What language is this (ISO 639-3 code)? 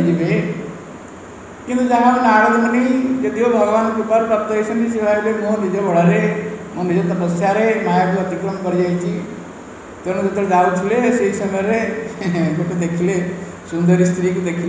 ori